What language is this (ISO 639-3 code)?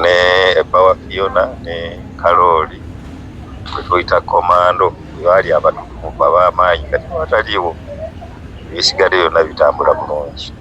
lug